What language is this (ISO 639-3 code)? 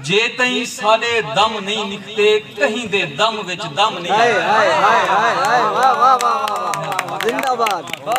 skr